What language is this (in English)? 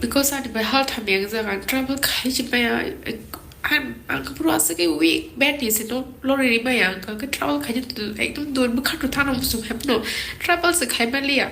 Kok Borok